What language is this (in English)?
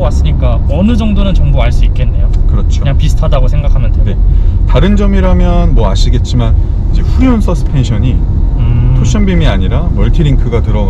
Korean